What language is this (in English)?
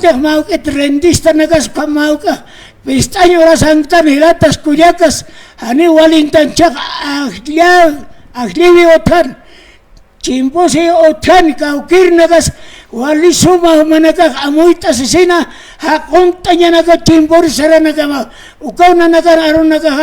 Aymara